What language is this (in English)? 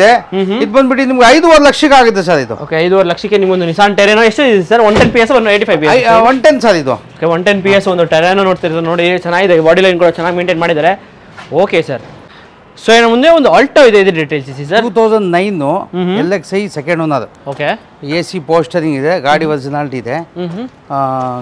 Kannada